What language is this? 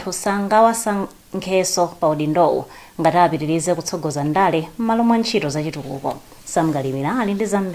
Nyanja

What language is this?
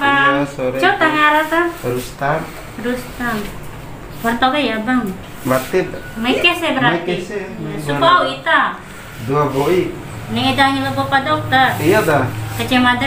Bima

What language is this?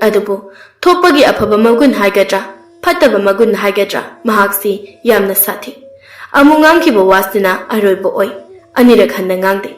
Manipuri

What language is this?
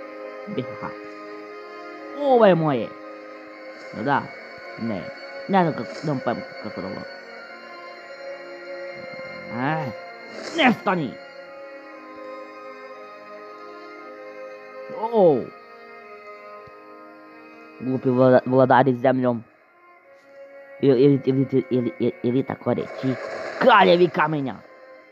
Croatian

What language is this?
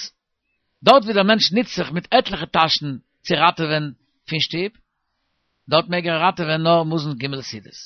Yiddish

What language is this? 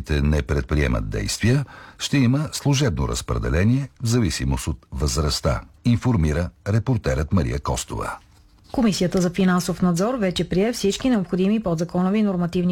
Bulgarian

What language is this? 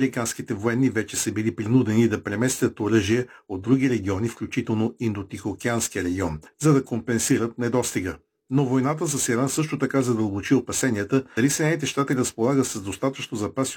Bulgarian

